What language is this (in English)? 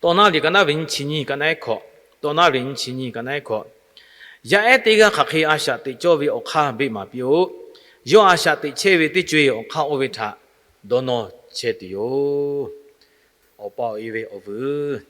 Lahu